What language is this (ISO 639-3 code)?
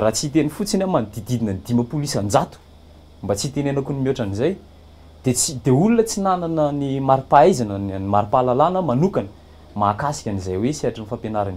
mlg